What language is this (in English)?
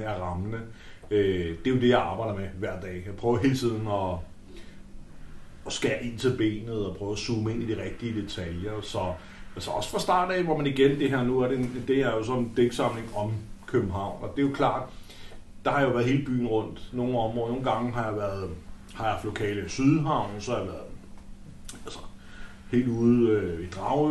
Danish